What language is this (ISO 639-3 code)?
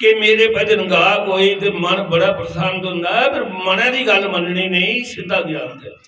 doi